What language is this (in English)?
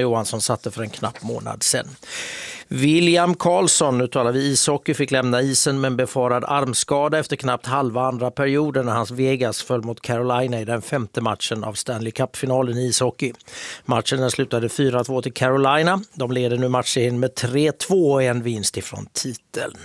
Swedish